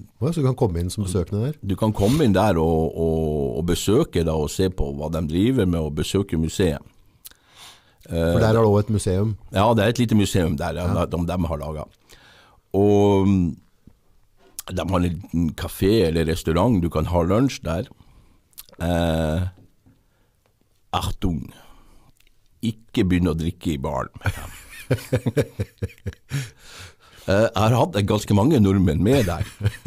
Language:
Norwegian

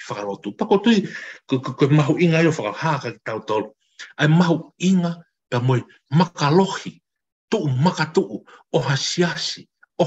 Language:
Tongan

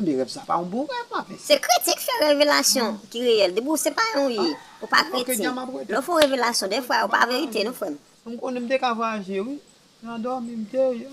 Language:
Haitian Creole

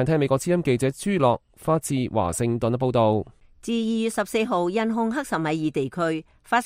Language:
Cantonese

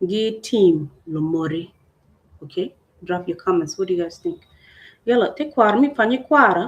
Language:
Acoli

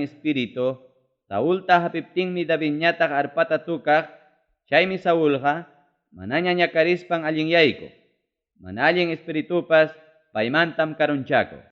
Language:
Ayacucho Quechua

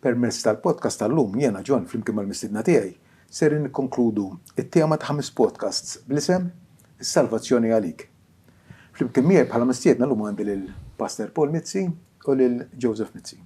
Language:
Maltese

